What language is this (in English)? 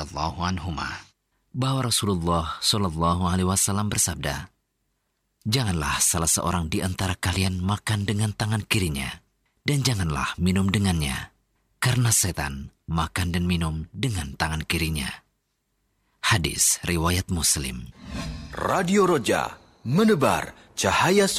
Indonesian